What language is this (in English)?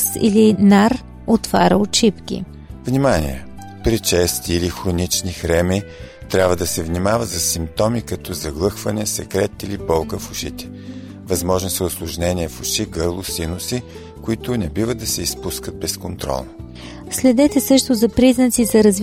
Bulgarian